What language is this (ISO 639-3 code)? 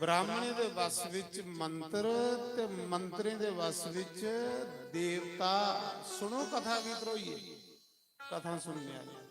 doi